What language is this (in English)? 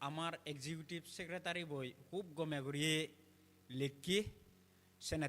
Chakma